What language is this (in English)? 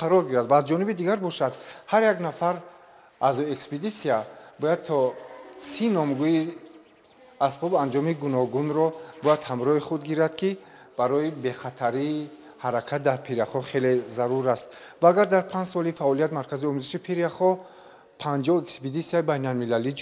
Tajik